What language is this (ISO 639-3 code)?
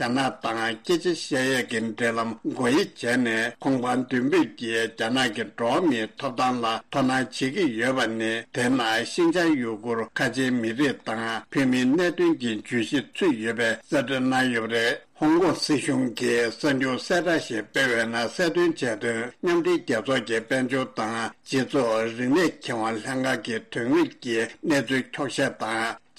bod